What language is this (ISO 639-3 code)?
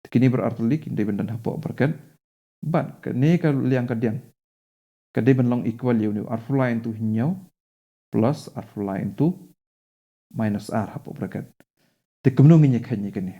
kha